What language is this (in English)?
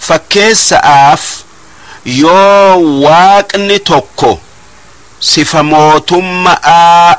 Oromo